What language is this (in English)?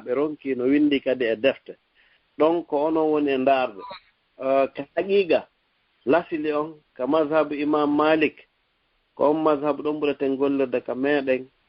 Fula